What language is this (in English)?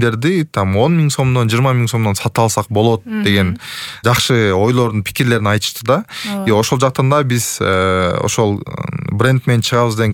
Kyrgyz